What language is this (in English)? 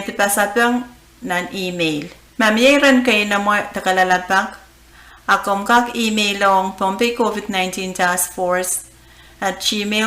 Pohnpeian